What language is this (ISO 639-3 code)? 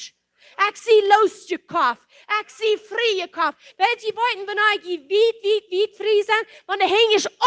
pdt